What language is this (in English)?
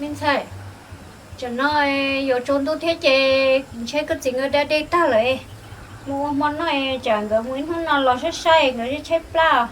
Hmong